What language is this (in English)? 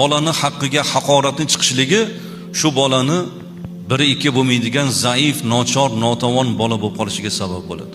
Uzbek